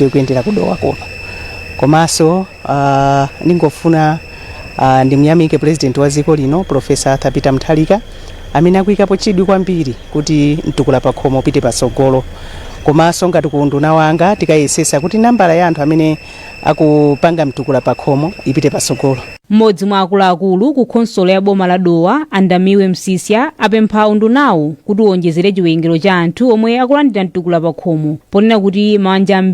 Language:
Nyanja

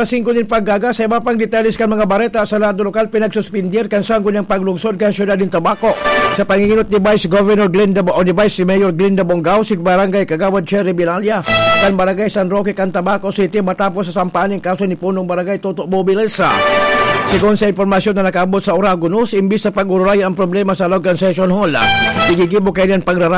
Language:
Bikol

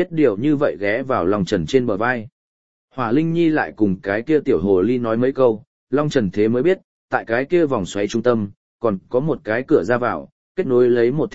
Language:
Vietnamese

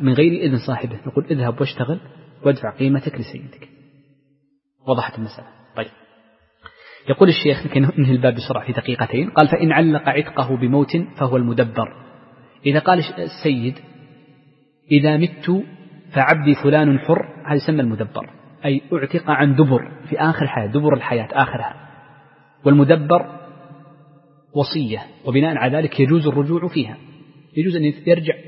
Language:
Arabic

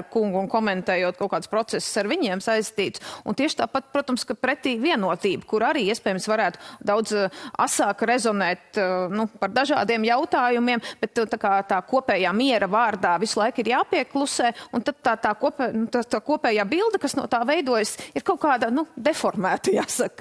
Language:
Latvian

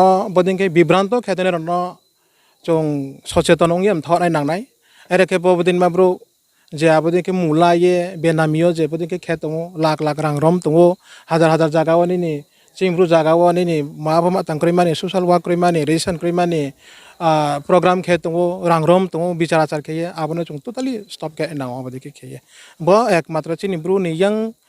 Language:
Riang (India)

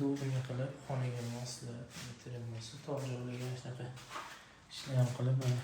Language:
Uzbek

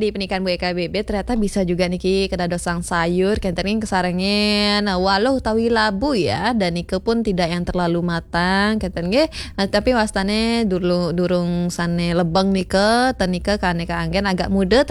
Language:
Balinese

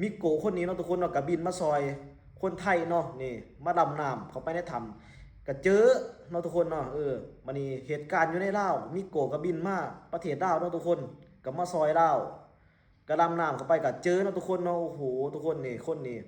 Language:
Lao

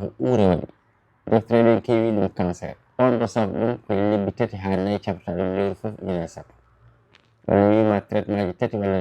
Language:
Fula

